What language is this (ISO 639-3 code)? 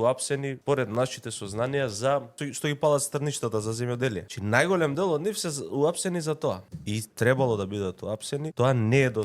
mkd